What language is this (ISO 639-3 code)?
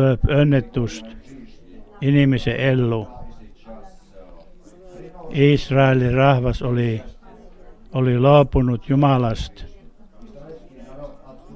fin